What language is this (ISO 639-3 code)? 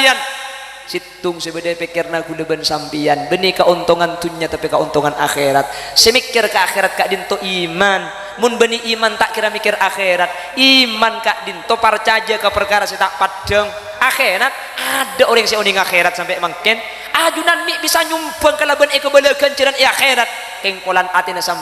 mad